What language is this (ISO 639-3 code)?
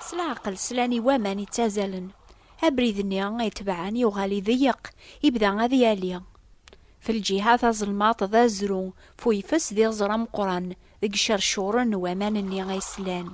kab